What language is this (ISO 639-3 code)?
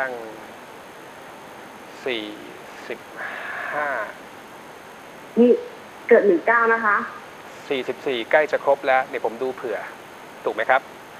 tha